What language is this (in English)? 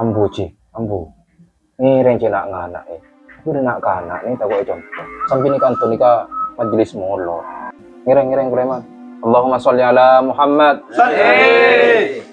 Madurese